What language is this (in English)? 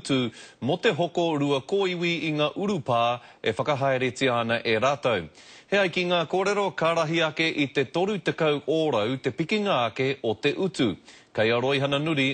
Māori